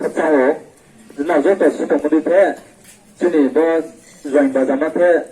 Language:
Riang (India)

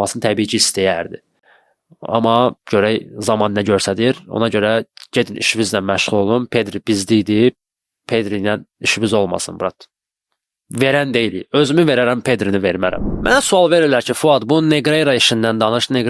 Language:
Azerbaijani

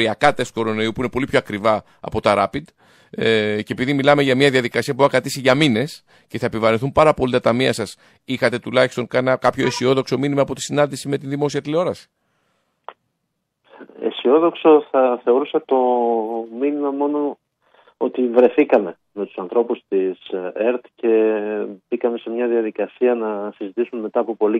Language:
Greek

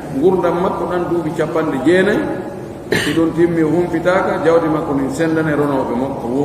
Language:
Fula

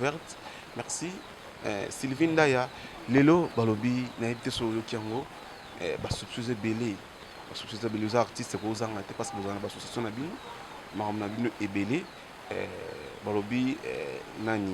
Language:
Lingala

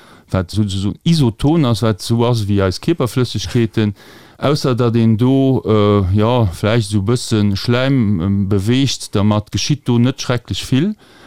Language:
Luxembourgish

